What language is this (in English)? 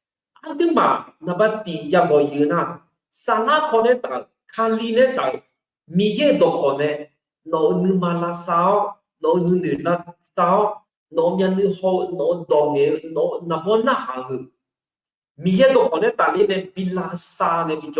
Akha